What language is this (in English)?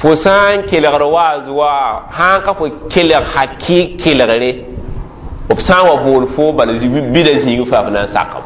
Mossi